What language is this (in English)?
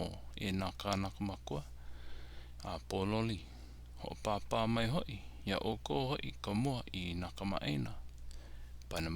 Hawaiian